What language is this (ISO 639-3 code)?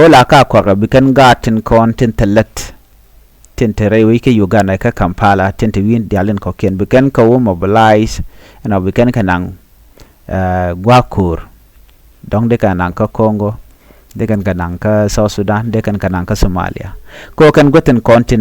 nus